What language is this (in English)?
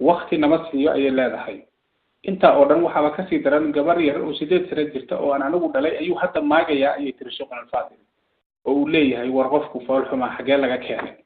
Somali